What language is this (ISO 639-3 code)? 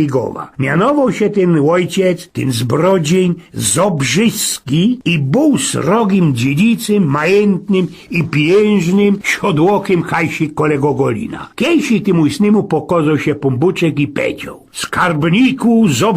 szl